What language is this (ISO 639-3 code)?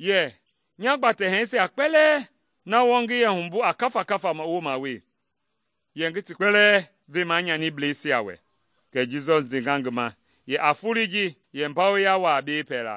men